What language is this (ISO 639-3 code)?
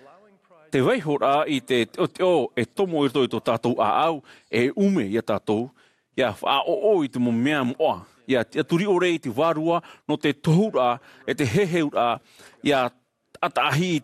tah